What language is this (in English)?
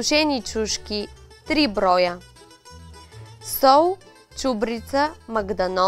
Bulgarian